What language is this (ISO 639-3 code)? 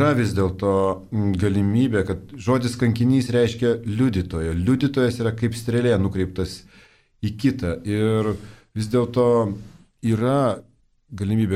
lit